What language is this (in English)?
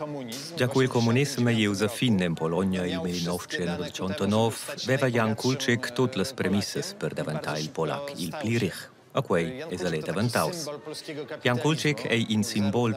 Romansh